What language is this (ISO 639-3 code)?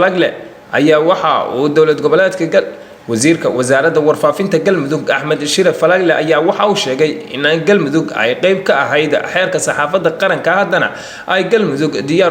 som